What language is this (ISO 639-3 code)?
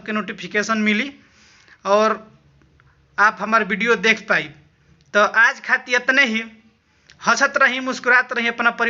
bho